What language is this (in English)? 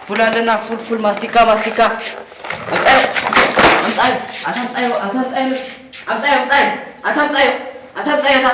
Tigrinya